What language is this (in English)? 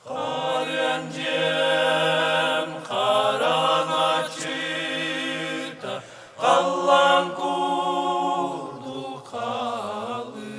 Yakut